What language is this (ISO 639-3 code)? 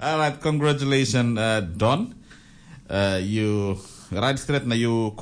tpi